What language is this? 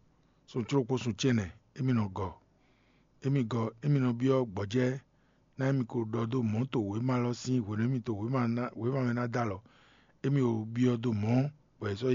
Fon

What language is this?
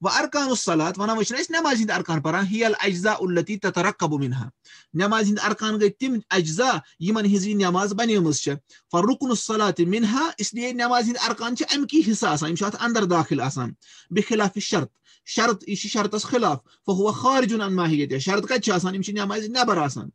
Kashmiri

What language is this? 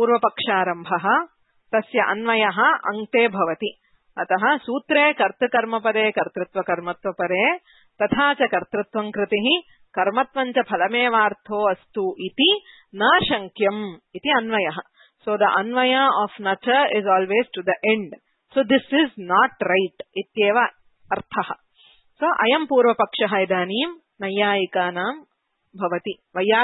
Sanskrit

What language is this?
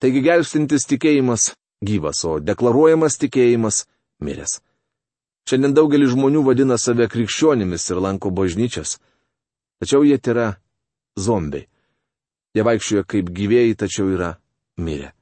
Lithuanian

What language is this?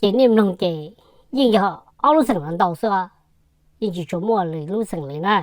Hmong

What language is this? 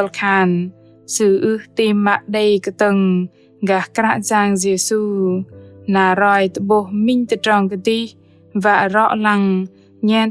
Bahnar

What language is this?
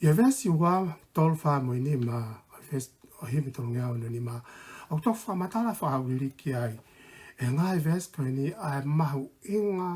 Tongan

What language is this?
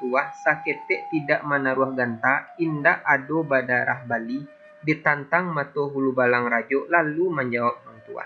Minangkabau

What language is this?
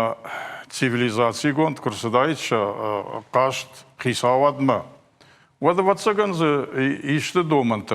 Ossetic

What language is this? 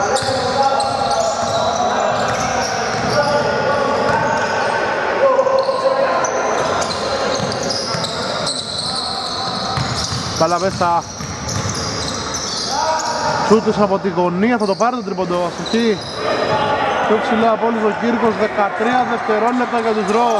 Greek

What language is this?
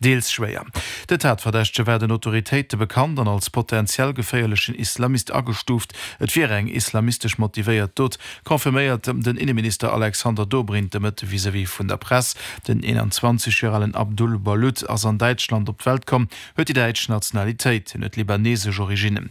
Luxembourgish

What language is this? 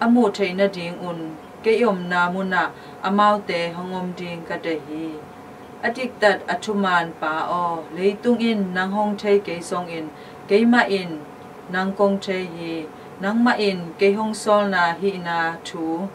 Tedim Chin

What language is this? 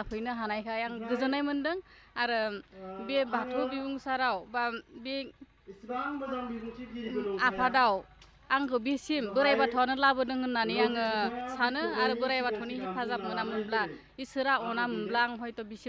Bodo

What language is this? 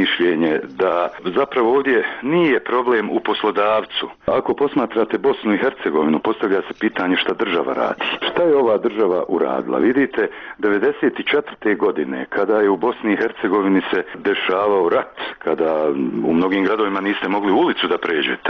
Bosnian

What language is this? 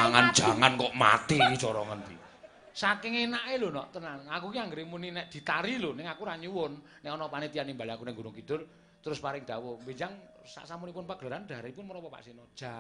Javanese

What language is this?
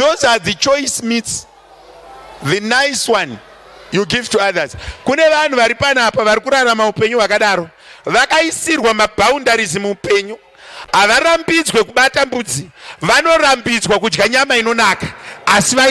Shona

